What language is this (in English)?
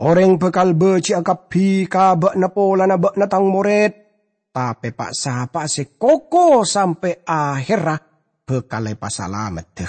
Madurese